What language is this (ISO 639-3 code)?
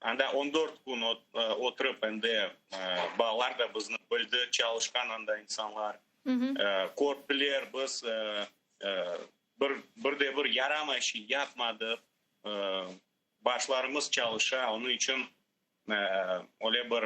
crh